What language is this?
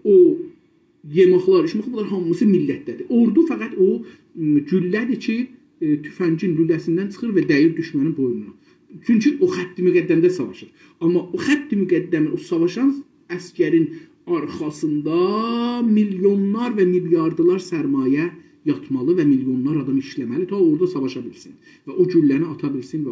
South Azerbaijani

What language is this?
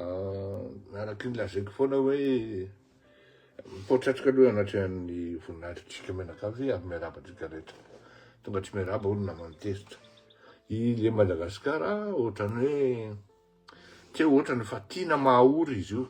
Malagasy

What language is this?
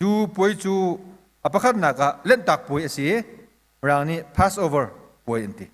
Hakha Chin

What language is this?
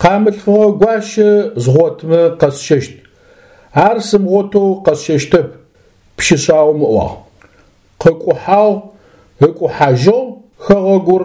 Adyghe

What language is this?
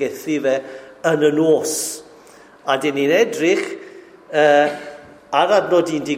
Welsh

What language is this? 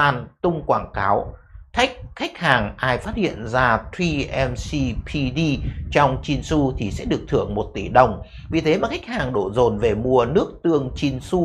Vietnamese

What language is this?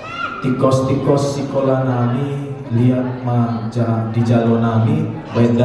Batak Toba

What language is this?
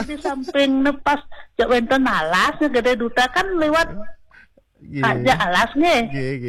Balinese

